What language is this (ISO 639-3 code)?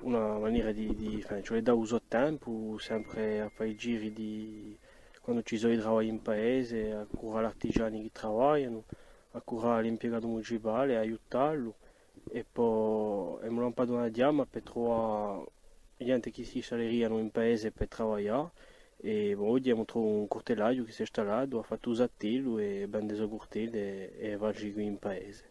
cos